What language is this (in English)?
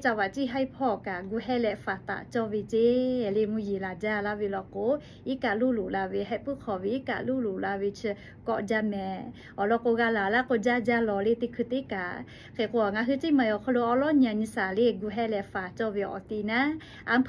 Lahu